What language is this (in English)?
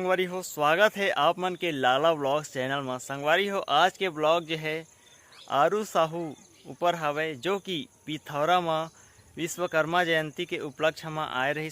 Chhattisgarhi